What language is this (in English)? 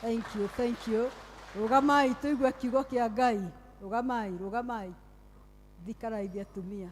Kikuyu